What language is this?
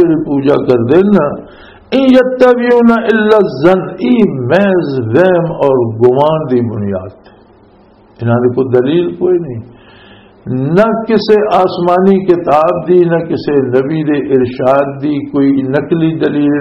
Western Panjabi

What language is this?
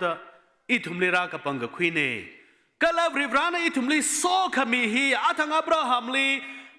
Tangkhul Naga (India)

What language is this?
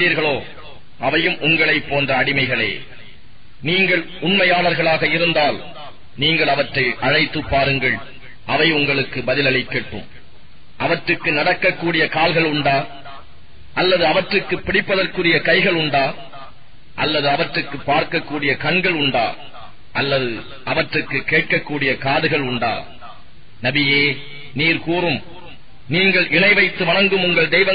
Tamil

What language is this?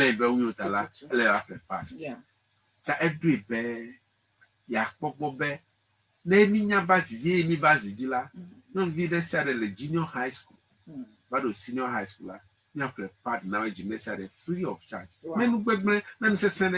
Ewe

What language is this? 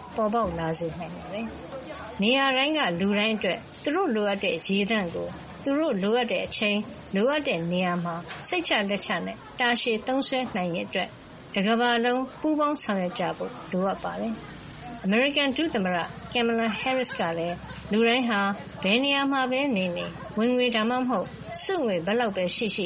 Burmese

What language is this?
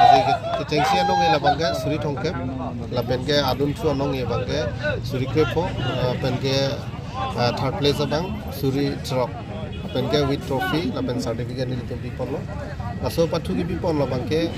Karbi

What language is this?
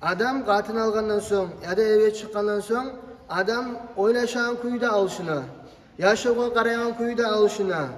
Kumyk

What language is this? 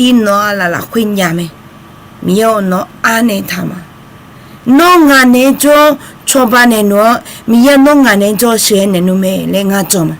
Akha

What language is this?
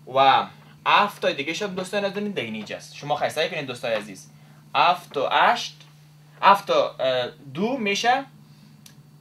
Persian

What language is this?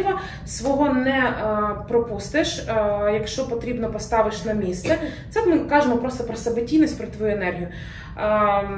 Ukrainian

